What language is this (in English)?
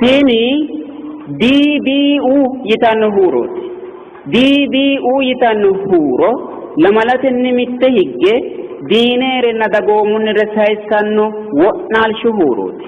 Sidamo